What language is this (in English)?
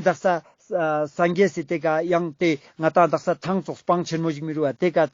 Ladakhi